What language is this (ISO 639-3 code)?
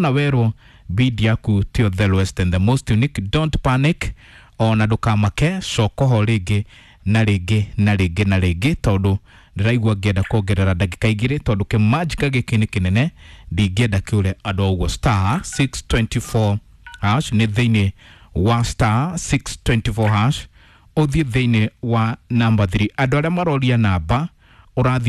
kik